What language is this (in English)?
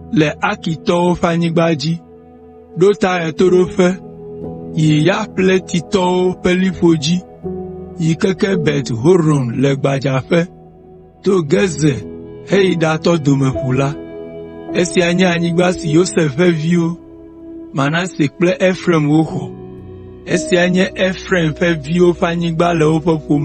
Ewe